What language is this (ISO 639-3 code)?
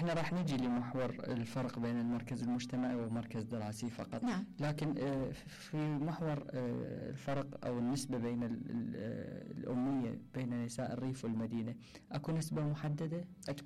acm